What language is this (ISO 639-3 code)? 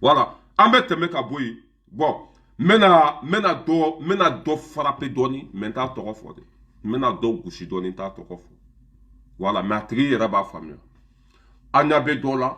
bam